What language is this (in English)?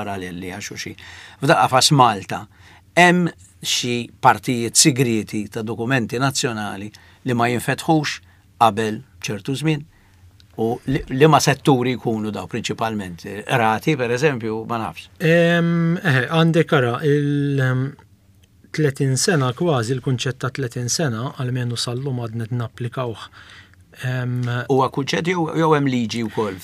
Maltese